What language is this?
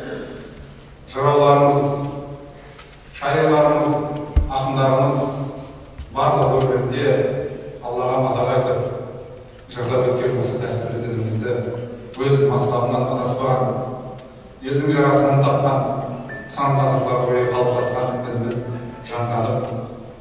Kazakh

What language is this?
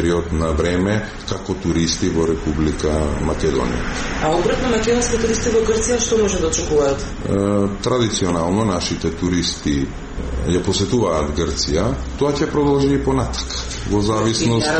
Macedonian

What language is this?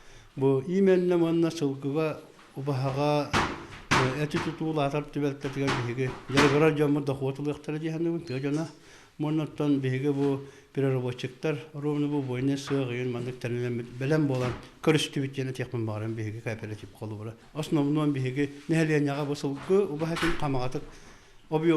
Yakut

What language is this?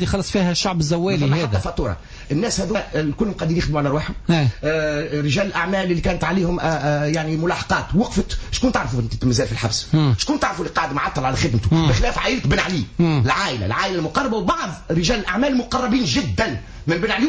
Tunisian Arabic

